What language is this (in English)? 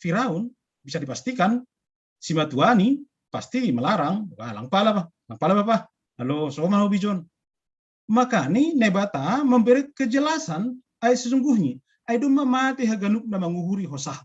Batak Simalungun